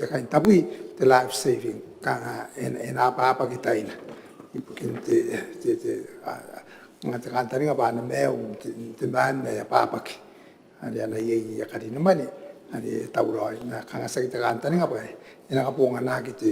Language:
Gilbertese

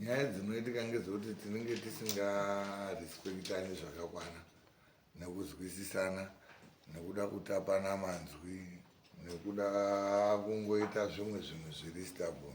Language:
Shona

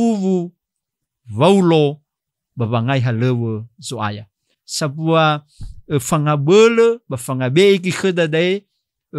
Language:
Nias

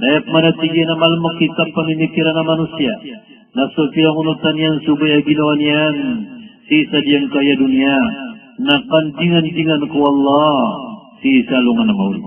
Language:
Maranao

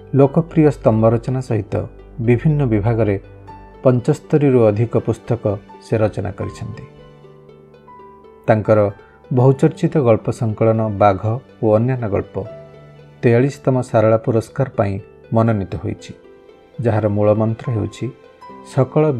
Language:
Odia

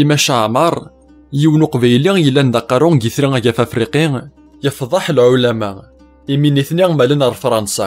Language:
Kabyle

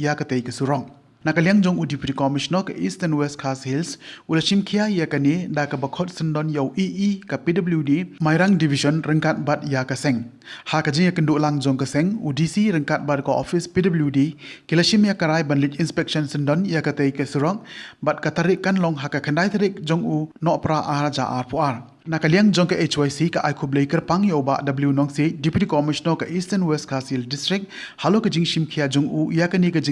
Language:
Khasi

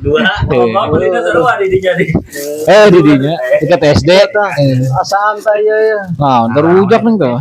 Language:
Sundanese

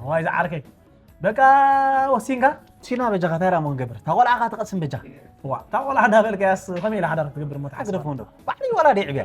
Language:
Tigrinya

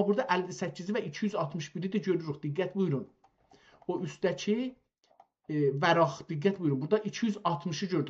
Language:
South Azerbaijani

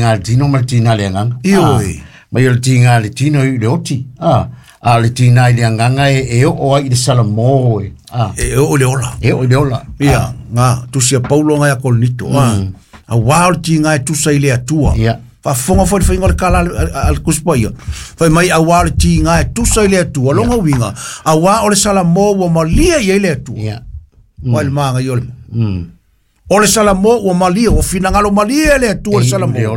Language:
Samoan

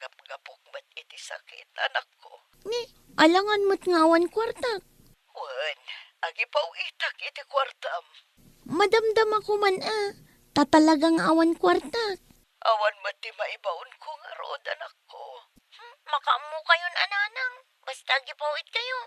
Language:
Iloko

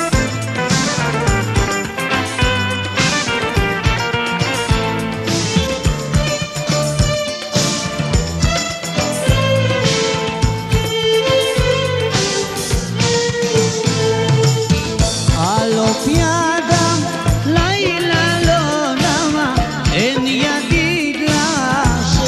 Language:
Hebrew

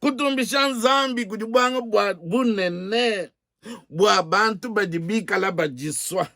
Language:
Luba-Lulua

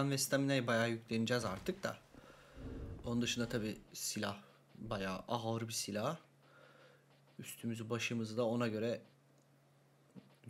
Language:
Turkish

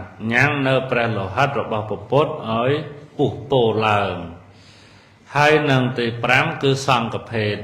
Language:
Khmer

